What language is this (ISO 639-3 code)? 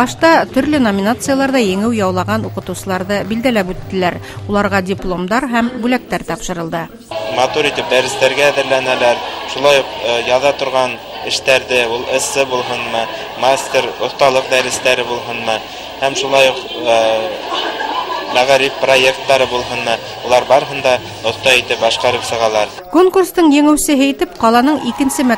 bak